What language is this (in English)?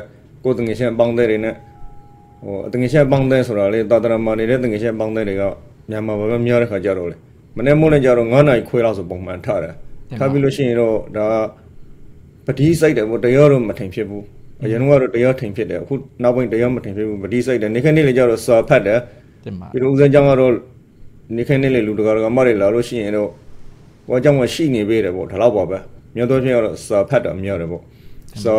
Burmese